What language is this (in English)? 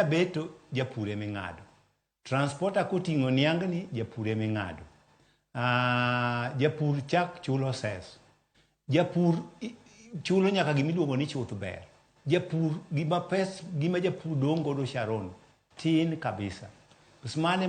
Luo (Kenya and Tanzania)